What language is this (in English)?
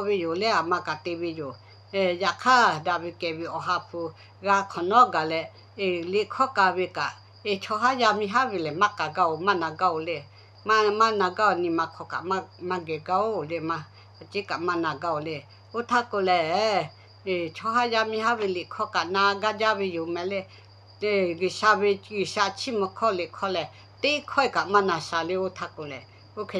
Lahu